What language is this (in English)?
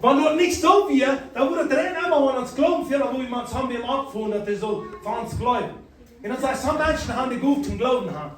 Plautdietsch